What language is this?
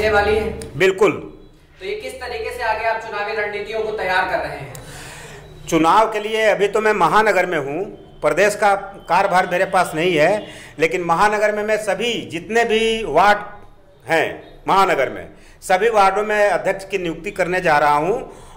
Hindi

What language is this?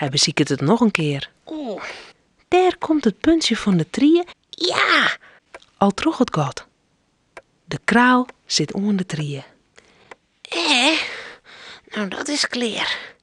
Western Frisian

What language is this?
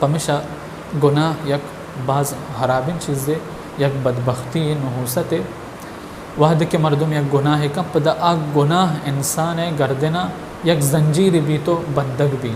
Baluchi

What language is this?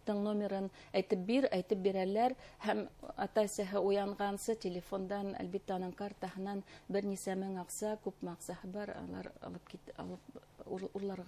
Bashkir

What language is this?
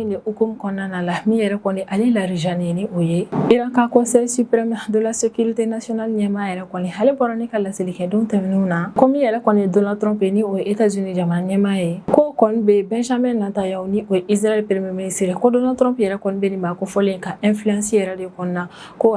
Bambara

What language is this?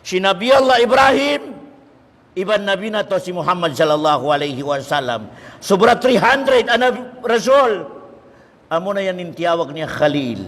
Tausug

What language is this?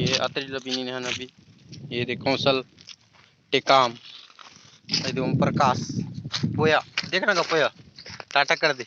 Chhattisgarhi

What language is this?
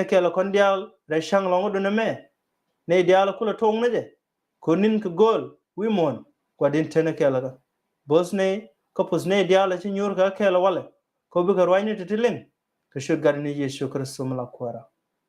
Nuer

